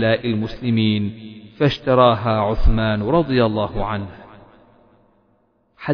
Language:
Arabic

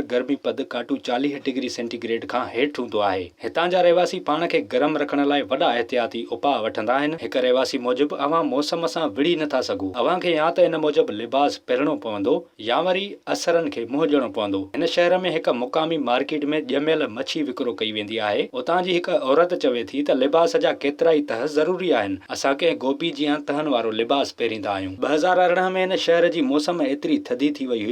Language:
Sindhi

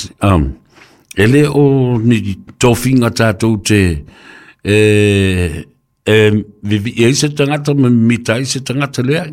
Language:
Samoan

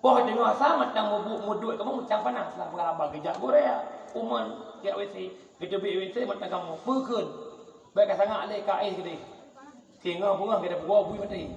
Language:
Achinese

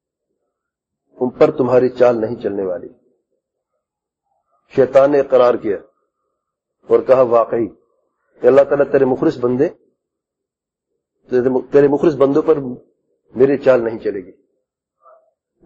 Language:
Urdu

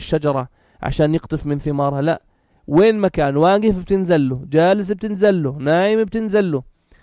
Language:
North Levantine Arabic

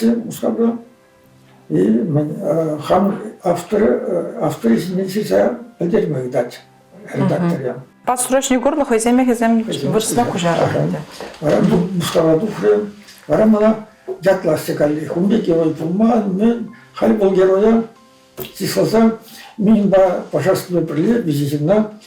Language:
Chuvash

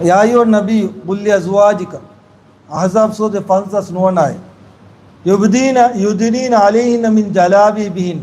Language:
Divehi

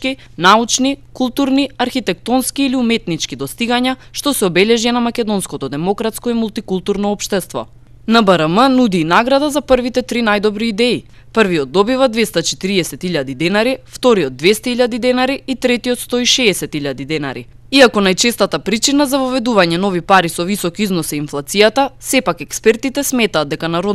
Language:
Macedonian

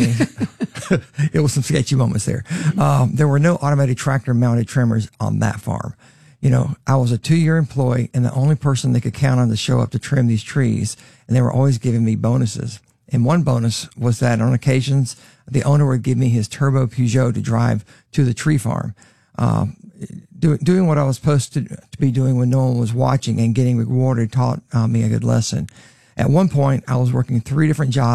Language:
English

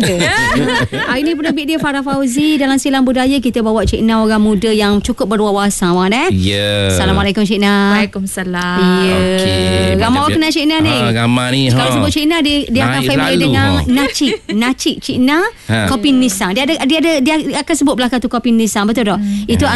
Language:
Malay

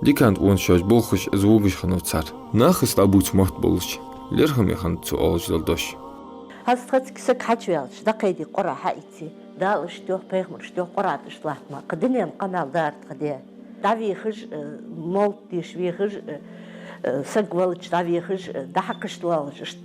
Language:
Ingush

